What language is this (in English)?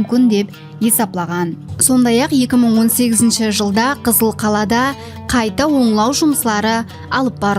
Kara-Kalpak